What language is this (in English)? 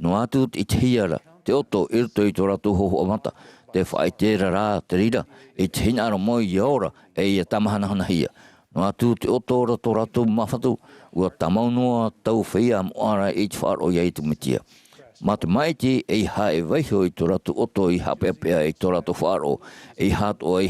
Tahitian